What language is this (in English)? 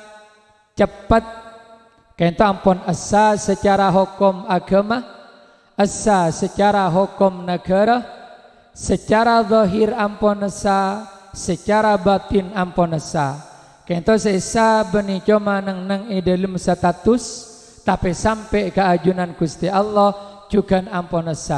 Madurese